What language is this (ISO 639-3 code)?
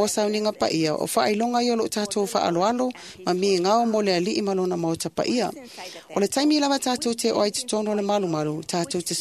smo